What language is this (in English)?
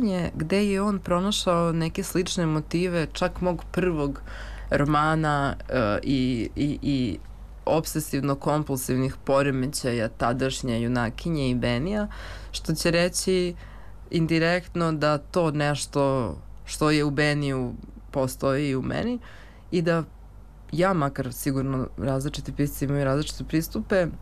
Serbian